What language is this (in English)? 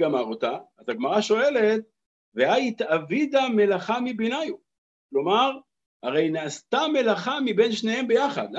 Hebrew